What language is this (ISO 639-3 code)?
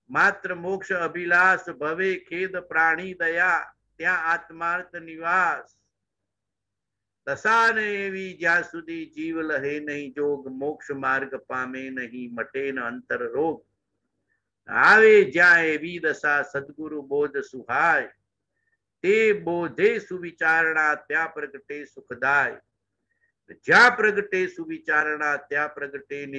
guj